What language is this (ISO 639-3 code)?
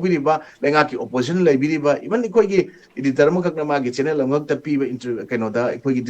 mni